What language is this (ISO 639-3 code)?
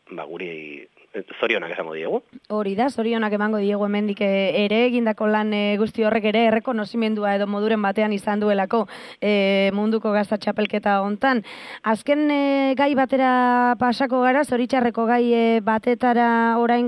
eus